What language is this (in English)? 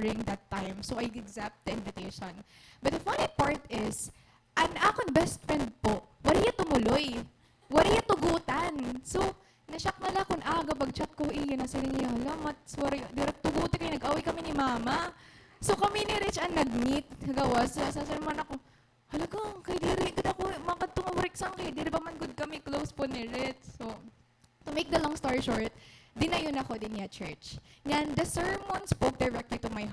Waray